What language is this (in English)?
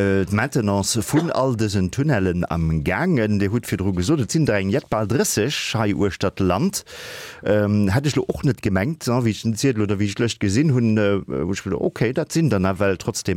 Luxembourgish